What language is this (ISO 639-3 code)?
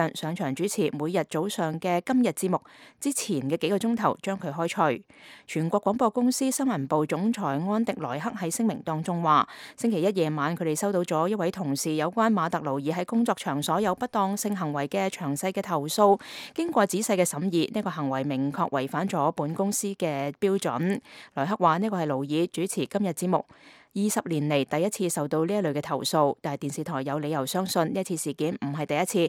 yue